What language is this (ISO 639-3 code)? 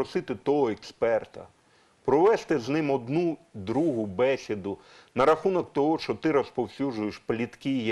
ukr